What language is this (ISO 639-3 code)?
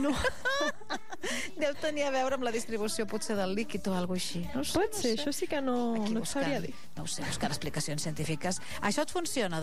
cat